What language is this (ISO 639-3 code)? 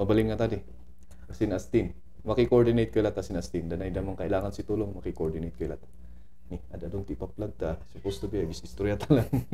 kne